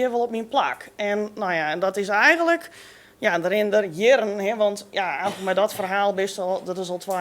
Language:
Western Frisian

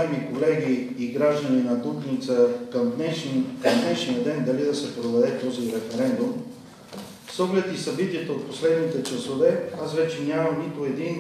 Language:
Bulgarian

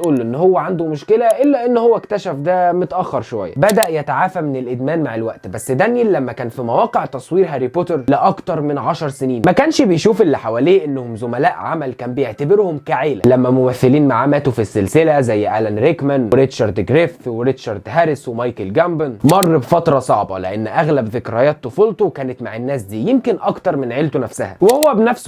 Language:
Egyptian Arabic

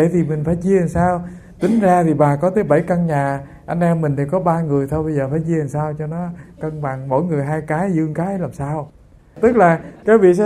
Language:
Vietnamese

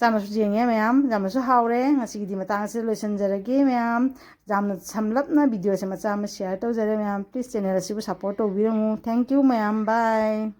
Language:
Manipuri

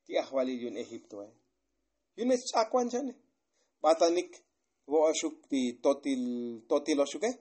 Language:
Tzotzil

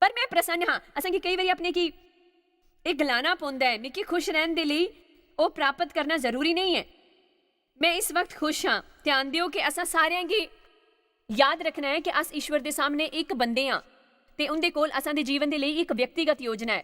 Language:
Dogri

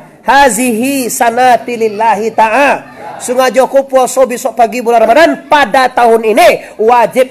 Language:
Minangkabau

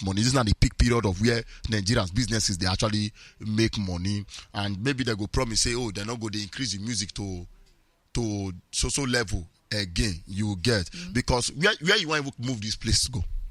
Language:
Nigerian Pidgin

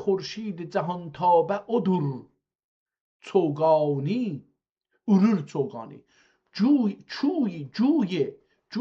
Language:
South Azerbaijani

